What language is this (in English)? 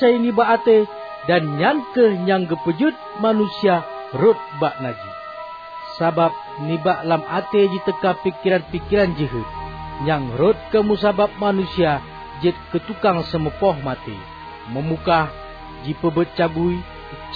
Achinese